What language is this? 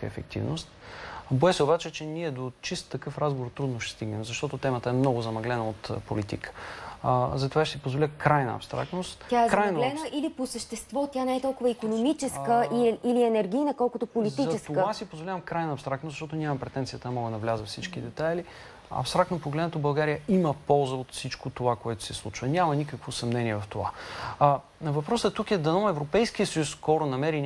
Bulgarian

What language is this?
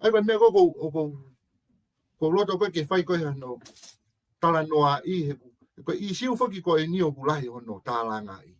Tongan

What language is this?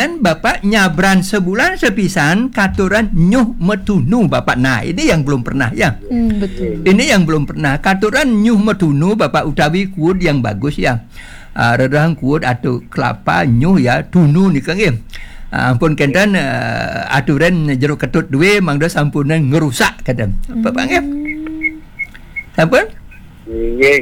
Balinese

